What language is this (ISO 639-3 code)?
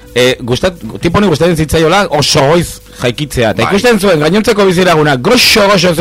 eus